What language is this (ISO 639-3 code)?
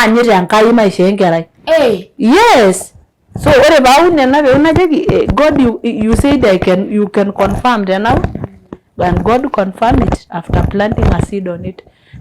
mas